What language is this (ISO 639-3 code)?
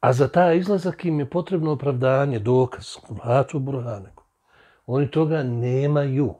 bos